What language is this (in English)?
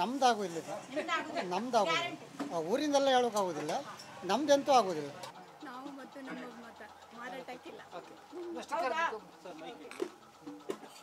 Kannada